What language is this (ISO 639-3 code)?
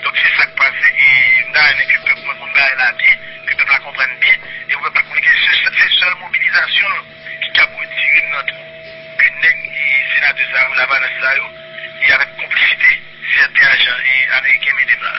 hat